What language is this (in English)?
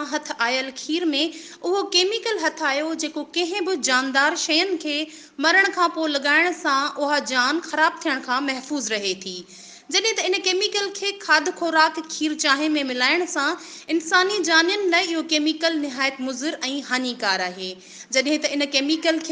Sindhi